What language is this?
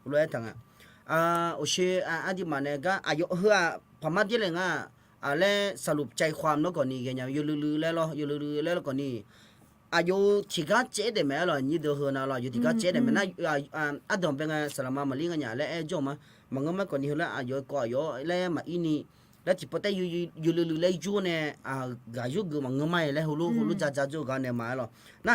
Akha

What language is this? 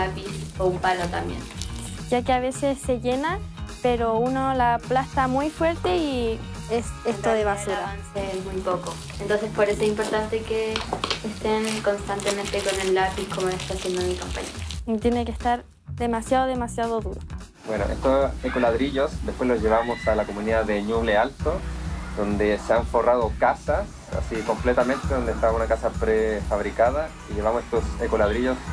Spanish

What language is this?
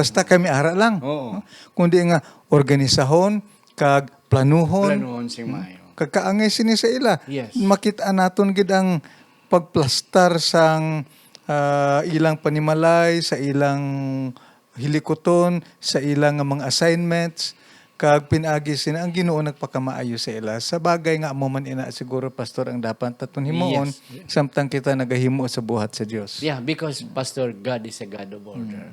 Hiligaynon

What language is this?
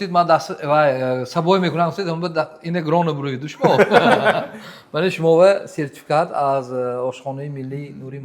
Tajik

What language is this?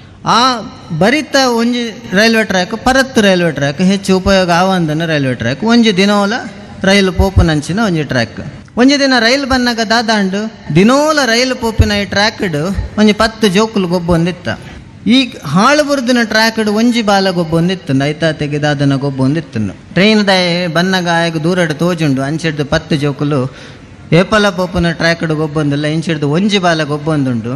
Tulu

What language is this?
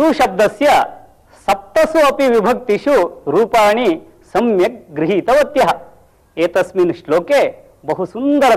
Sanskrit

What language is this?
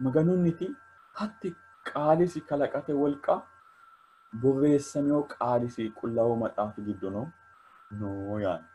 Sidamo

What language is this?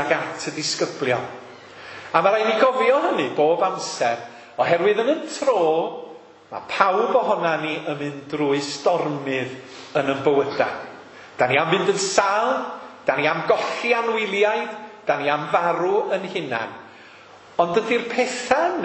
Welsh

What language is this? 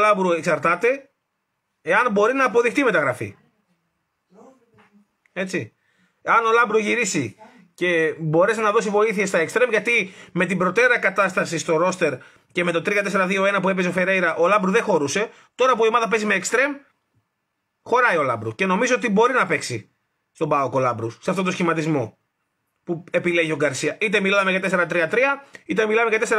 Greek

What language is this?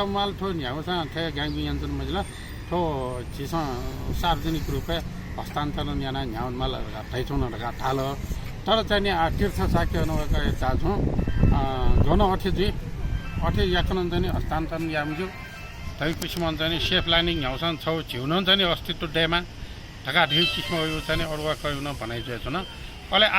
Newari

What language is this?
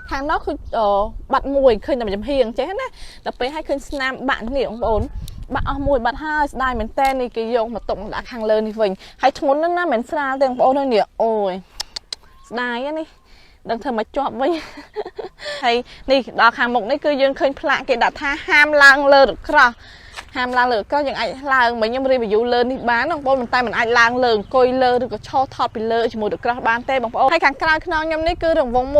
Khmer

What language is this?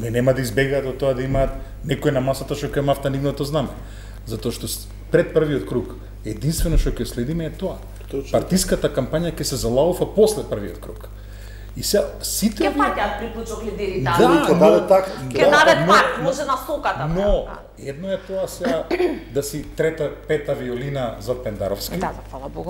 Macedonian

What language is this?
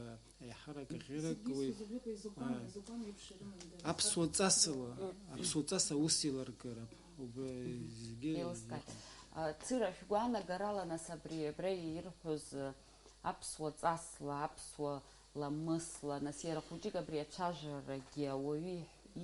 Abkhazian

